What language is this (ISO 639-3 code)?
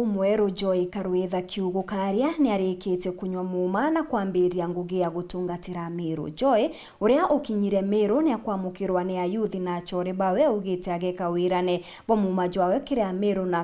mer